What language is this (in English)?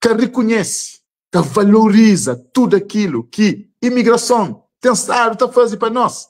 Kabuverdianu